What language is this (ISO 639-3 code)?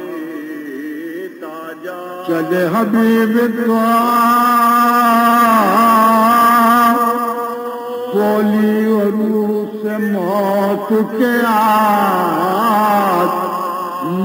urd